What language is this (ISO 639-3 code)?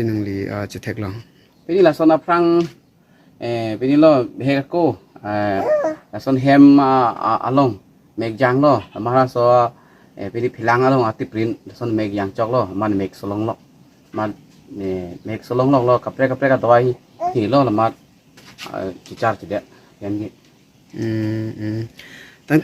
mjw